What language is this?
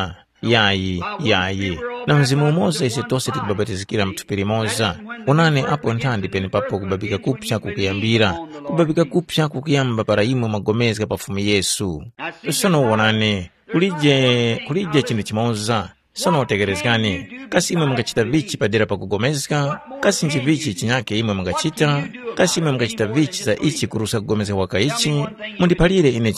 Tumbuka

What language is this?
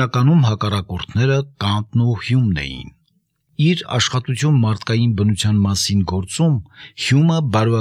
Armenian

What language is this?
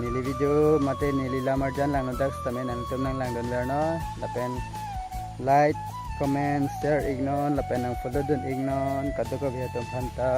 Karbi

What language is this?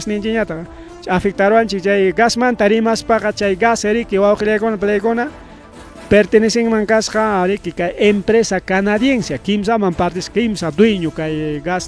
Ayacucho Quechua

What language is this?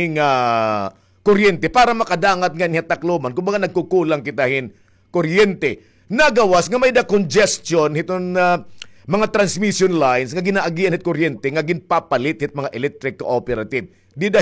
Waray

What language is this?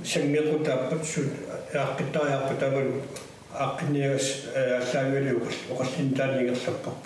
Kalaallisut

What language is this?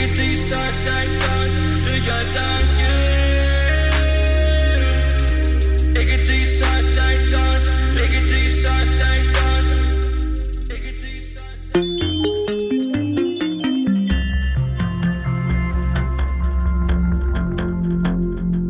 Icelandic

